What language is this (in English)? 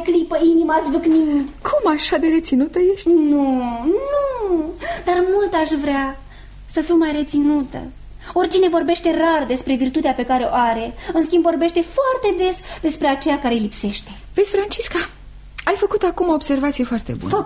Romanian